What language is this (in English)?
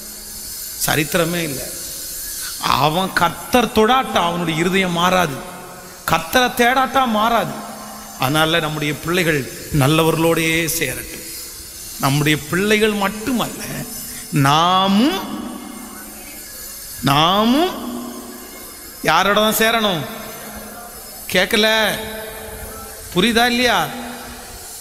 Tamil